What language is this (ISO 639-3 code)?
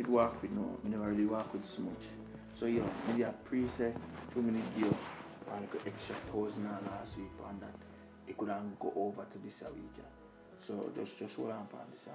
jam